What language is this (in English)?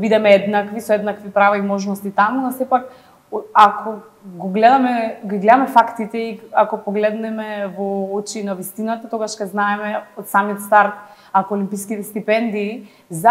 Macedonian